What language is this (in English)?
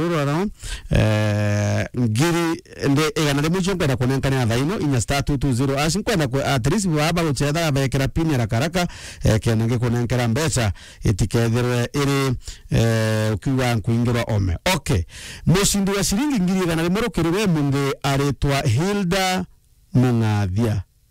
Meru